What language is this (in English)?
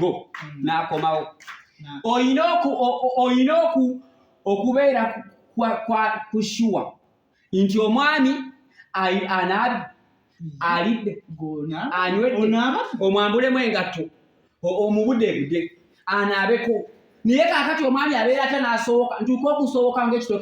Ganda